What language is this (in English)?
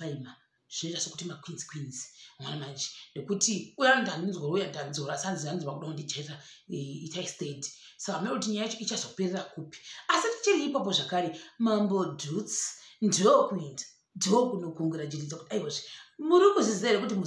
Shona